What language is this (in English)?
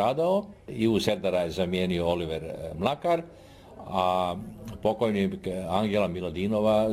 Serbian